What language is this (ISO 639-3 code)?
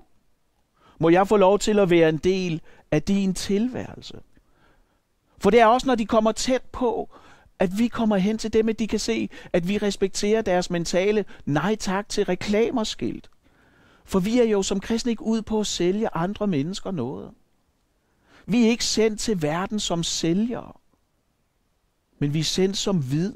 dan